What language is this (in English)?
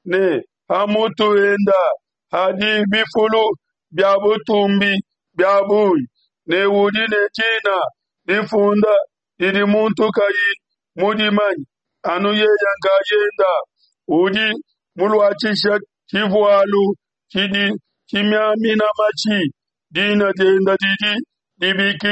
Luba-Lulua